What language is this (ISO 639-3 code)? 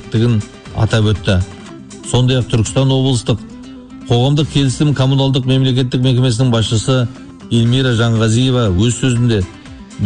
kaz